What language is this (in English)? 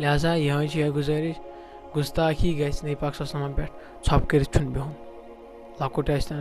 Kashmiri